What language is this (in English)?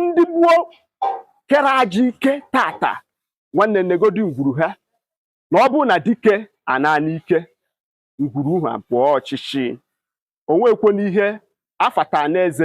Igbo